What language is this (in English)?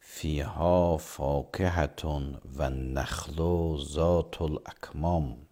Azerbaijani